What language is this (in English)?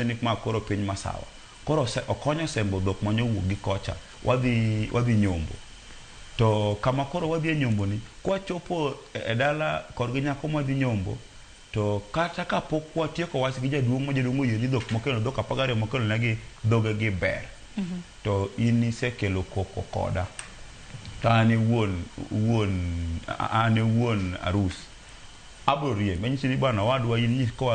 Luo (Kenya and Tanzania)